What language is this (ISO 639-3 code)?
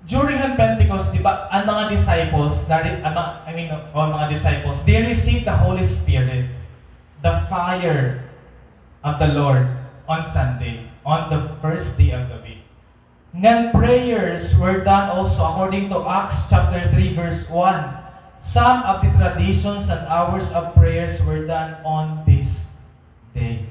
war